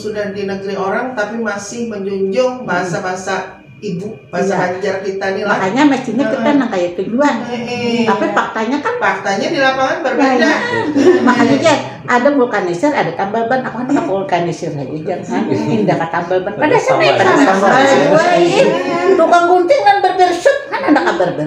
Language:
Banjar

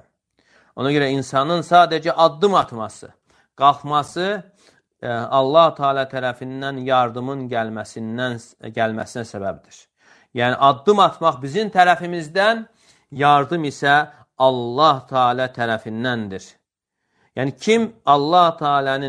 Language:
Azerbaijani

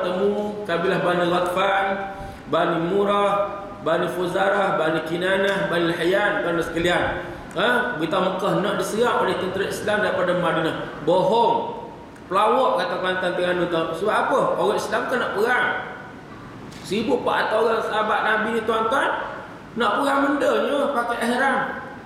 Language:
Malay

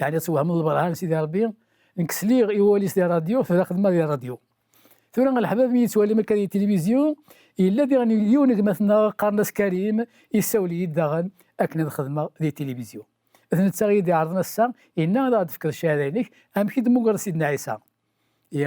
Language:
Kabyle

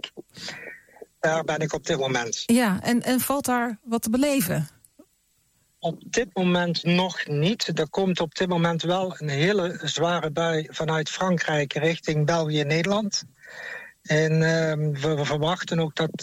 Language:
Dutch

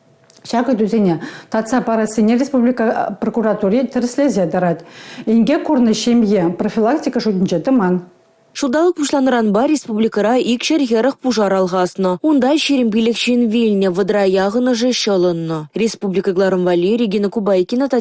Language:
Chuvash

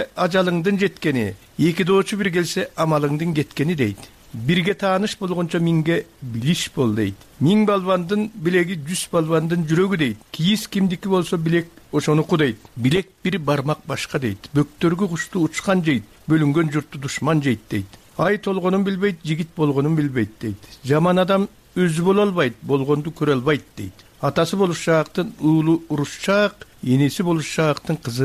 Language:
Kyrgyz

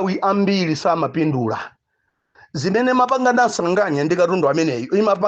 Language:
Nyanja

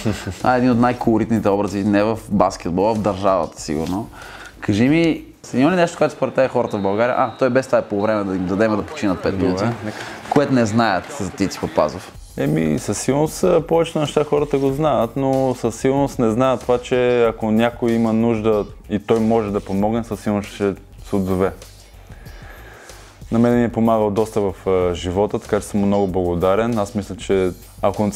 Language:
Bulgarian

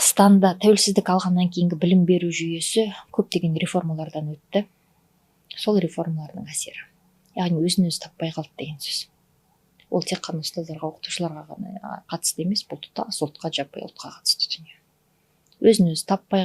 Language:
Kazakh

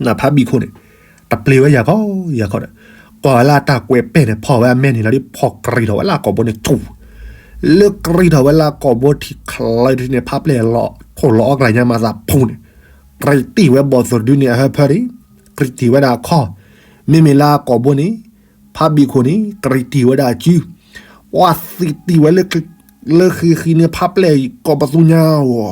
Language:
S'gaw Karen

